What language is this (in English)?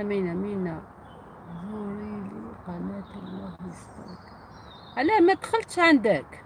Algerian Arabic